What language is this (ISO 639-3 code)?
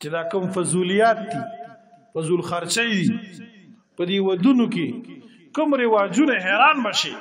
pus